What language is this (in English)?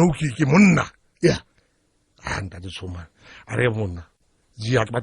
Southern Sotho